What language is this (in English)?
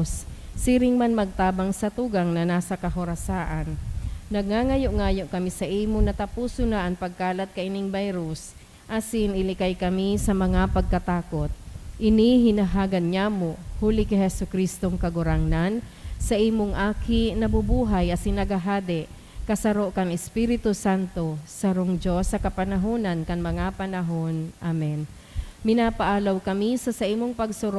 Bikol